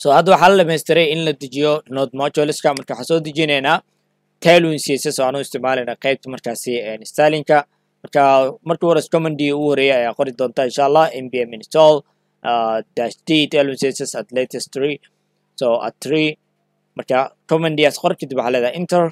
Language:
Somali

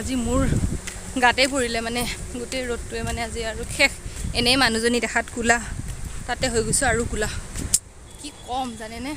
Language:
Assamese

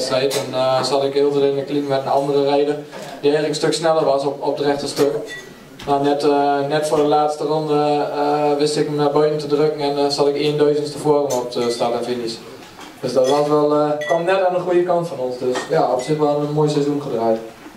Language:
Dutch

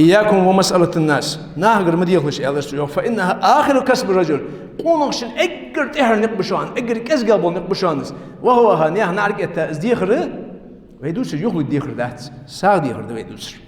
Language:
Ingush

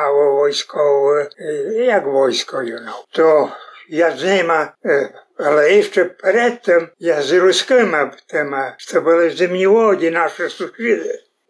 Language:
Rusyn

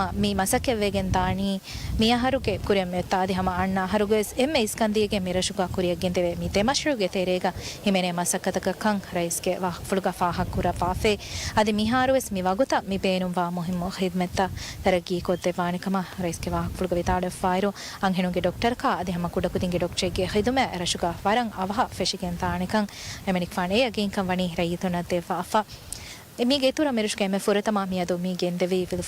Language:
Divehi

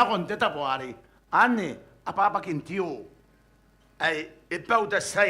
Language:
Gilbertese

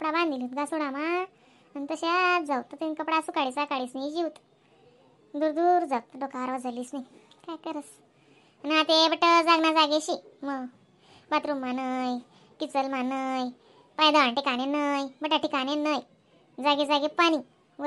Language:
Khandesi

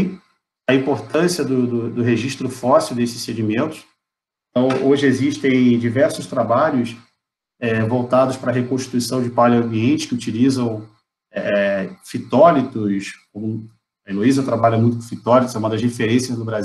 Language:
Portuguese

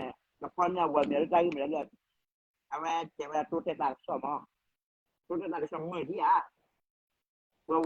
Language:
S'gaw Karen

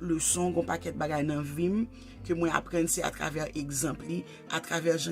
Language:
Haitian Creole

